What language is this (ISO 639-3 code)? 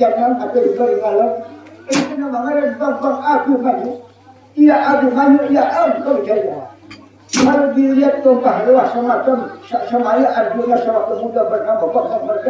bjn